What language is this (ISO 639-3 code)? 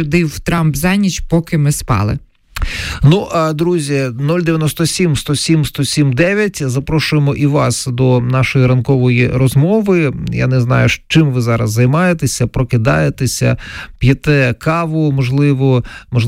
ukr